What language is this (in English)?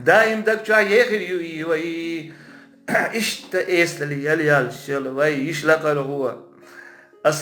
Chechen